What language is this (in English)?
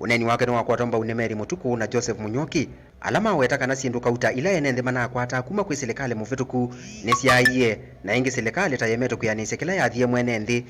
Kamba